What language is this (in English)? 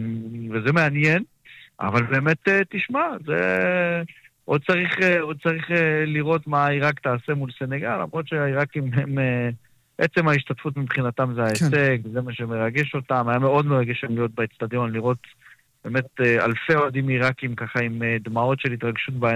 Hebrew